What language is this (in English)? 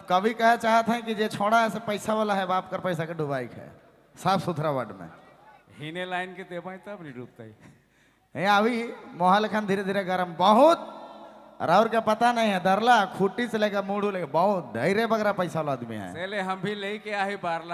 Sadri